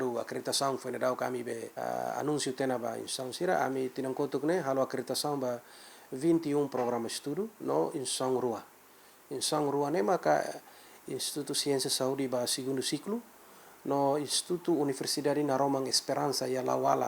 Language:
Tetum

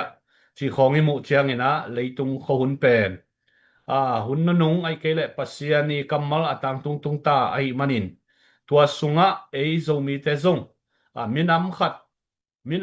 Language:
Tedim Chin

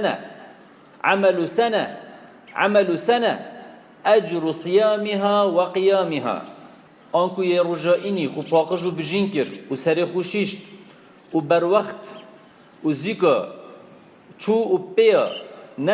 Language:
Kurdish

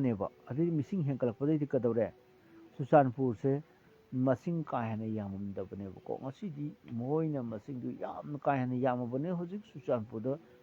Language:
Manipuri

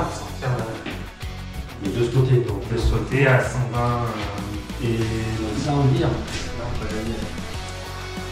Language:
French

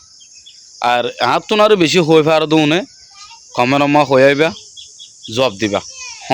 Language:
Rohingya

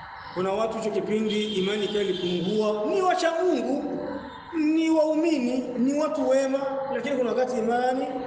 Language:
Swahili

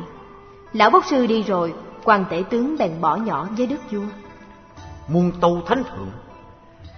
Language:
Vietnamese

